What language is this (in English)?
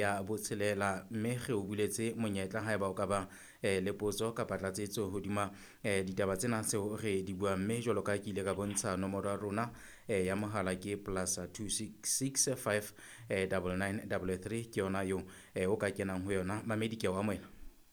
Southern Sotho